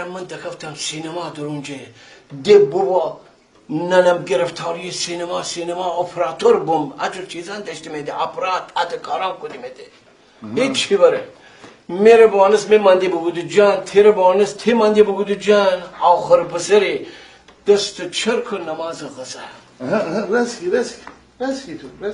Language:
Gilaki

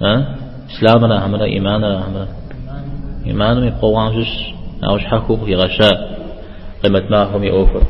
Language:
Kabardian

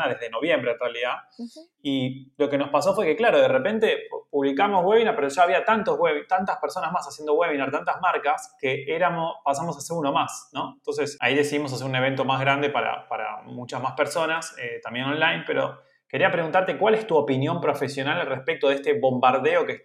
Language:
Spanish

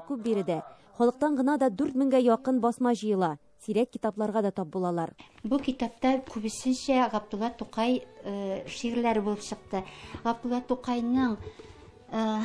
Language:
Tatar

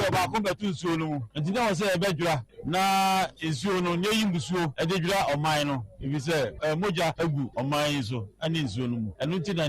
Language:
Akan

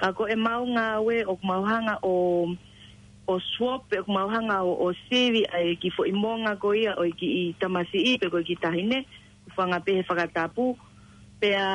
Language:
Tongan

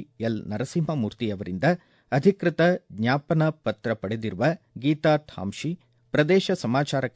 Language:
Kannada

